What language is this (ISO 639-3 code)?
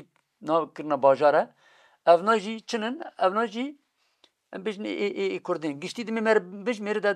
kur